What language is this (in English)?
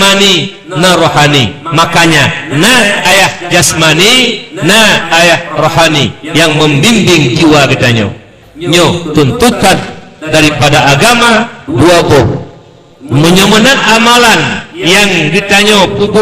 Achinese